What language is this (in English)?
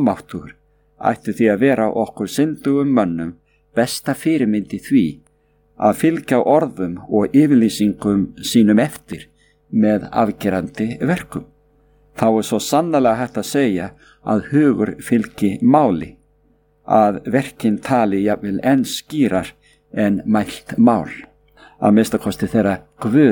Icelandic